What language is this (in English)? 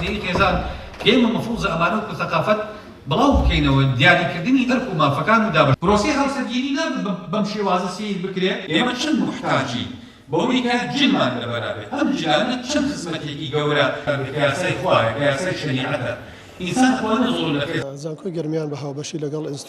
Central Kurdish